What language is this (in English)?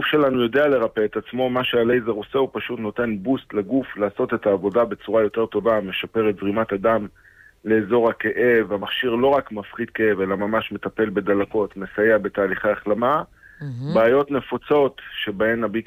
Hebrew